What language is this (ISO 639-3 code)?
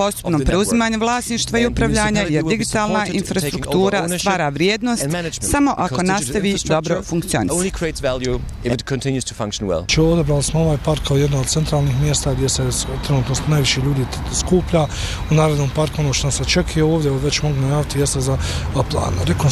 bos